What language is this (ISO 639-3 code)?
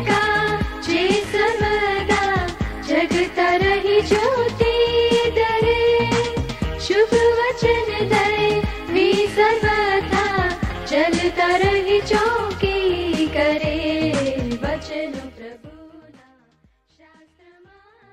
guj